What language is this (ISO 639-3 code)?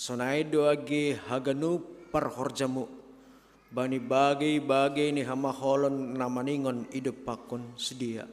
bts